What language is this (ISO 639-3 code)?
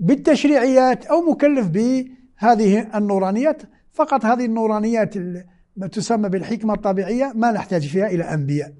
ary